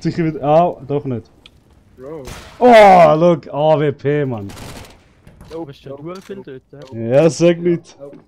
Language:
Swiss German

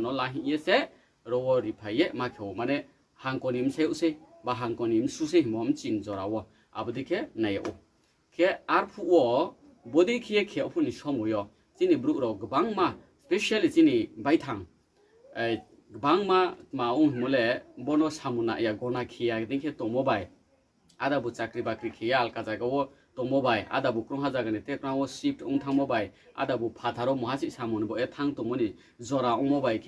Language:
Riang (India)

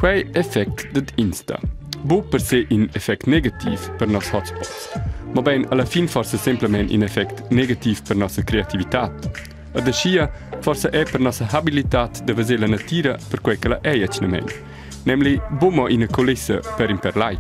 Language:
Romansh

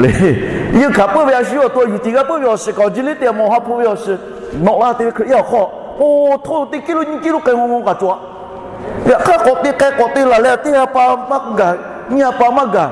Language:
Lahu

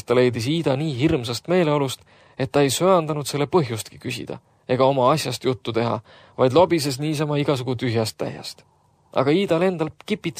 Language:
Estonian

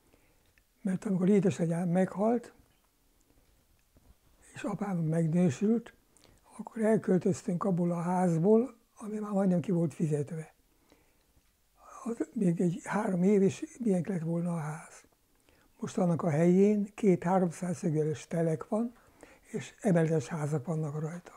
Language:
Hungarian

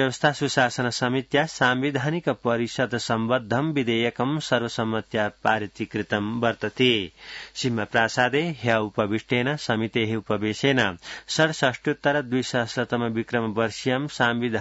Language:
Sanskrit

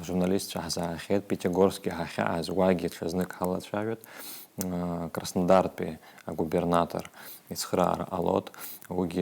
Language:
Abkhazian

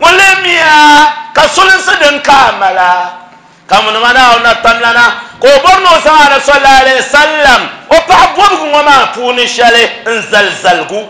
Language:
Dagbani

